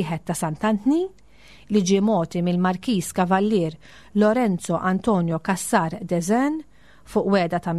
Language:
Maltese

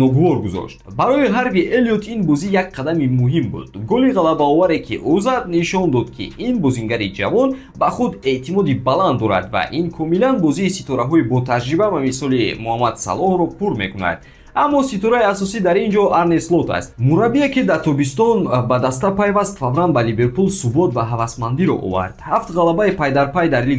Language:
Tajik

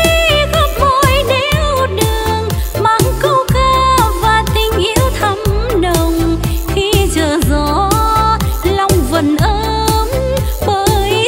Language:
Vietnamese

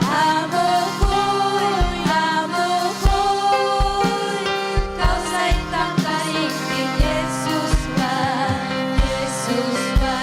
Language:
Ayacucho Quechua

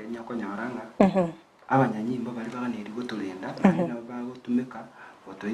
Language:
Gusii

